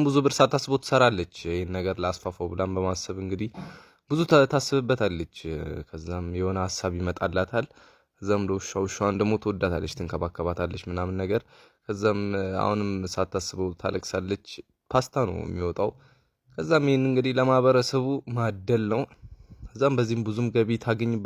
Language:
Amharic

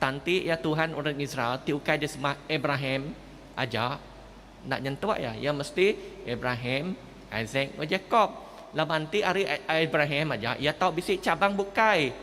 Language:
Iban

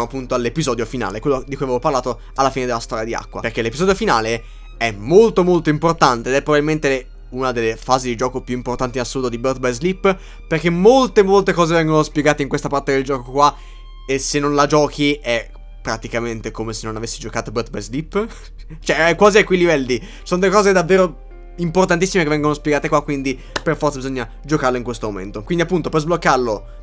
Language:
Italian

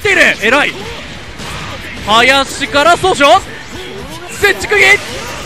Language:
Japanese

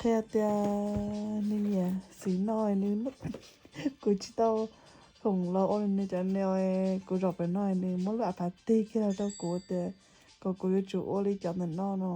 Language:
Hmong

